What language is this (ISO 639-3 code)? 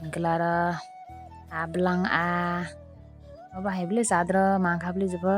trp